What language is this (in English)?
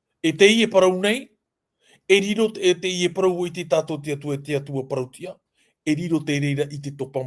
Tahitian